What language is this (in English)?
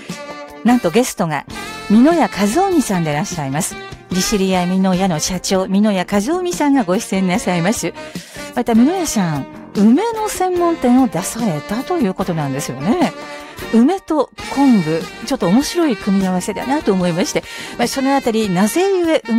Japanese